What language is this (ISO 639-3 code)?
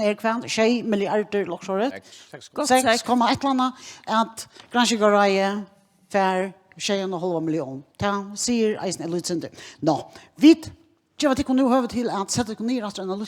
fao